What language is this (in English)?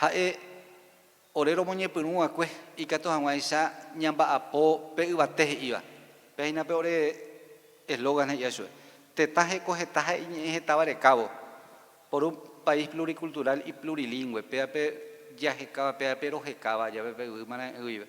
Guarani